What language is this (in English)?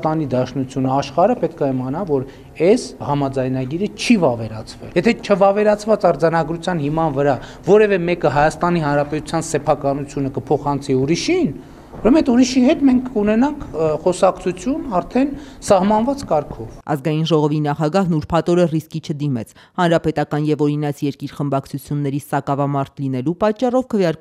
Armenian